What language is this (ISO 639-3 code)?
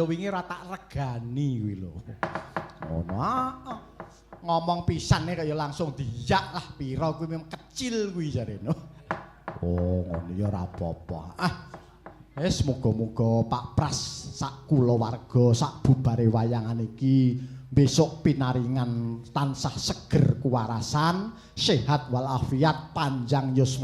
jav